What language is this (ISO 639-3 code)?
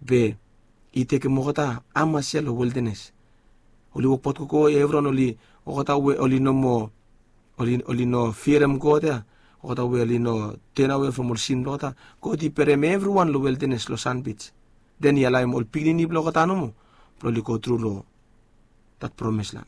bis